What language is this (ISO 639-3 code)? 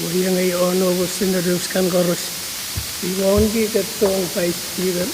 pon